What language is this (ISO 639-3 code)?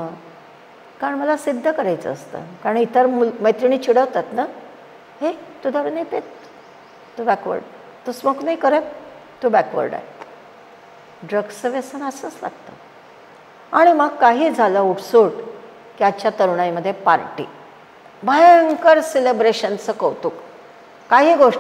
mar